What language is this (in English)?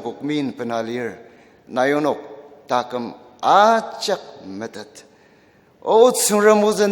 Ao Naga